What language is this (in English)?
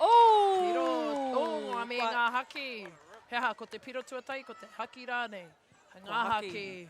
Māori